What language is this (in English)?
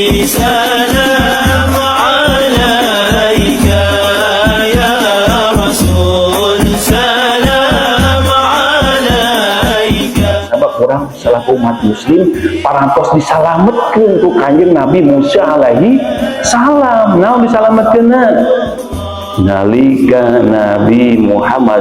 Sundanese